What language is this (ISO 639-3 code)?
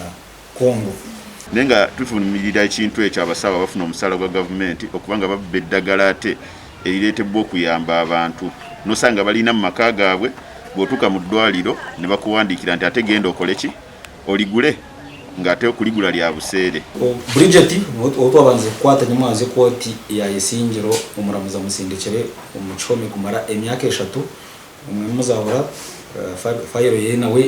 nyn